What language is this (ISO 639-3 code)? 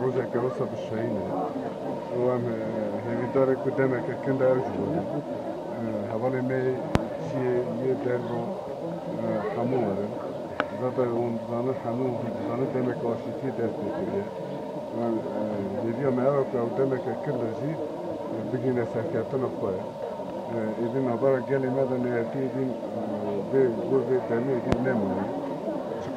kur